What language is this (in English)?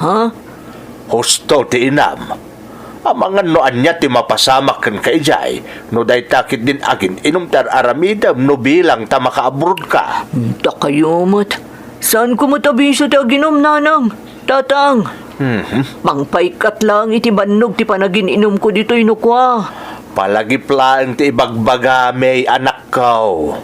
Iloko